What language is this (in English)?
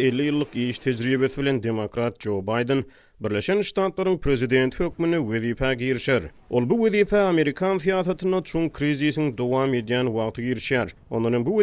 Turkmen